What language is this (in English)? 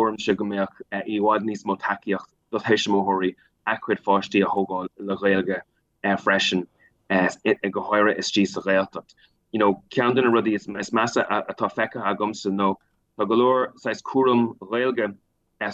Irish